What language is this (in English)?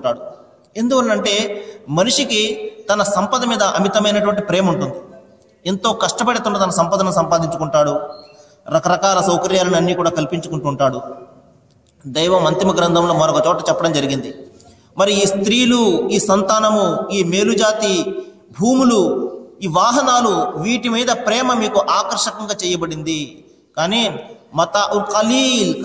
Telugu